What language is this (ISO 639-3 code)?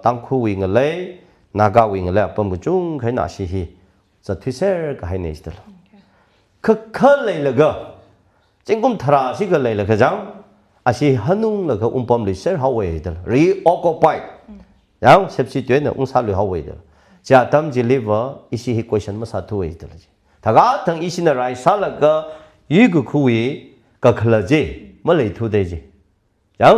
nmf